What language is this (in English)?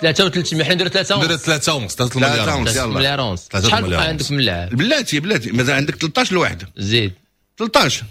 Moroccan Arabic